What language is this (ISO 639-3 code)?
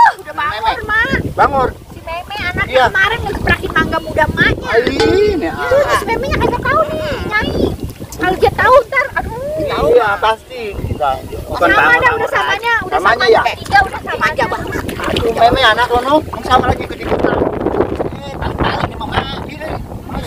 bew